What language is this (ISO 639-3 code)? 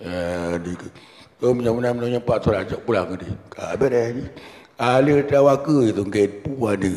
ace